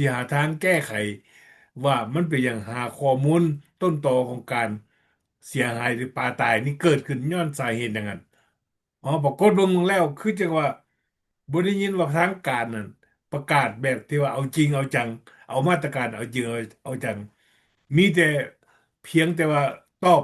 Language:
Lao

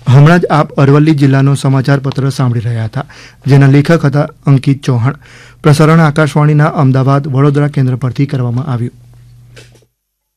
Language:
Gujarati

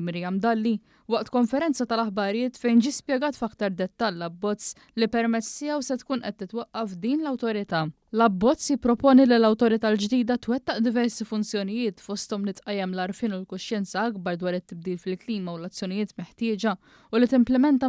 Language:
Maltese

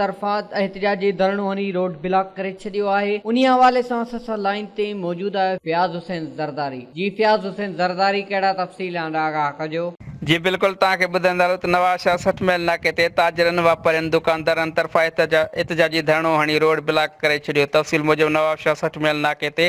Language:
Sindhi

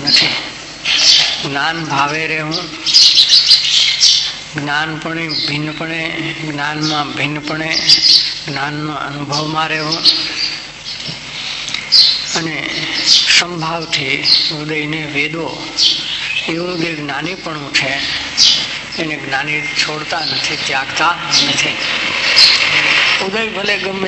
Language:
Gujarati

